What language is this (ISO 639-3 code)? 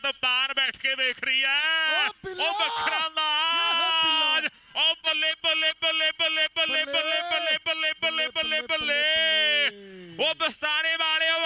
pan